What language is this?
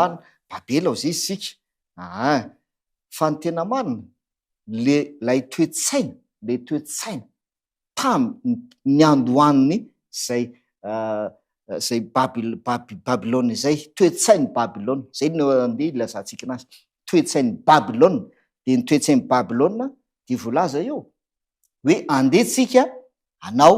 Malagasy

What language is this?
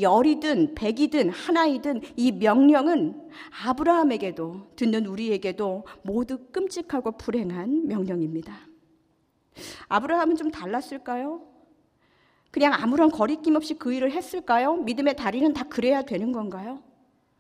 Korean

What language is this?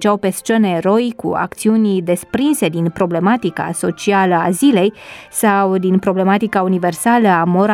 Romanian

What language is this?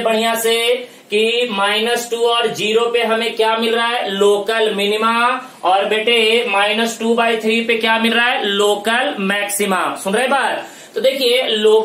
Hindi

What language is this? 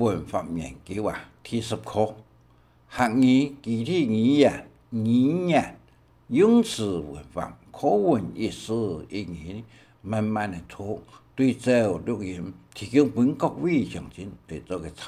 Hakka Chinese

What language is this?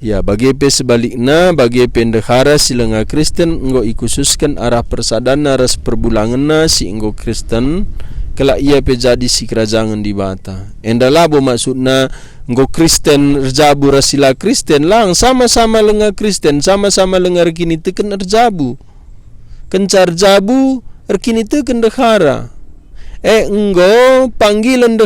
Batak Karo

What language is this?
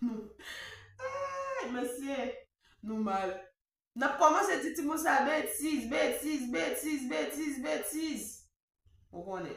Haitian Creole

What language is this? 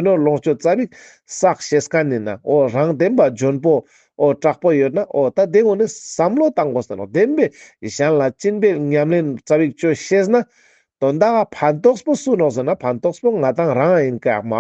Ladakhi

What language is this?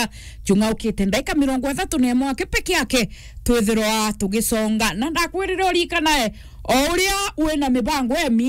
Meru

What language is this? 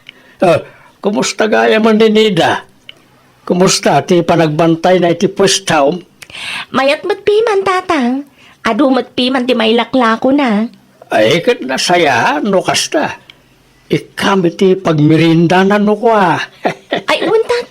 Iloko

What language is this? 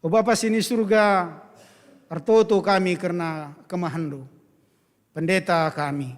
Batak Karo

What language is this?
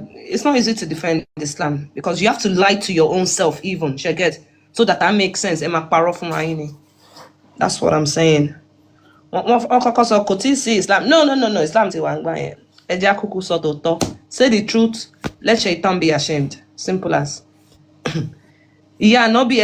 Yoruba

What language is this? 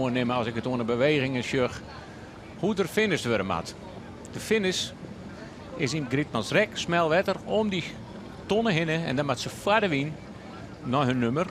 Western Frisian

